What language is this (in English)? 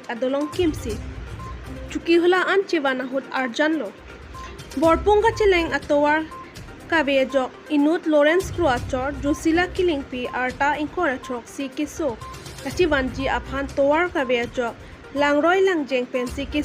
Karbi